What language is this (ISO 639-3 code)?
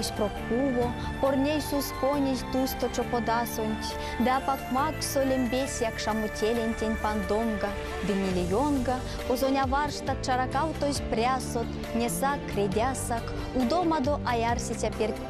myv